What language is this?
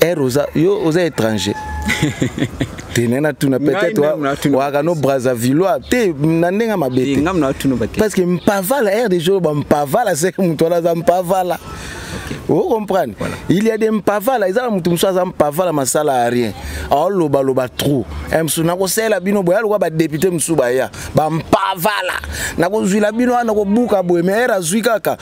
Lingala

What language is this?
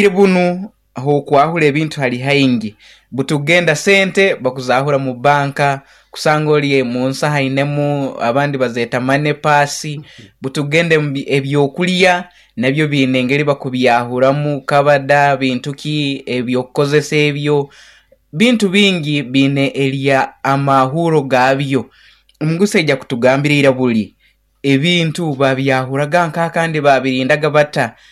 Nyoro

